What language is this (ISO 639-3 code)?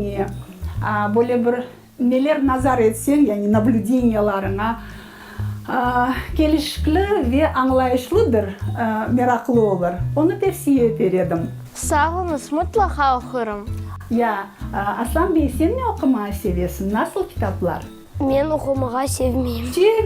crh